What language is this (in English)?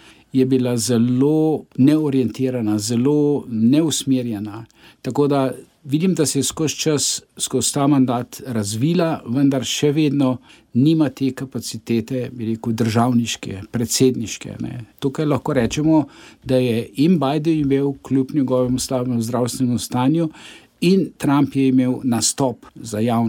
Slovenian